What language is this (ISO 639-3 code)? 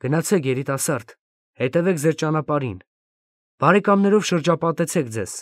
hye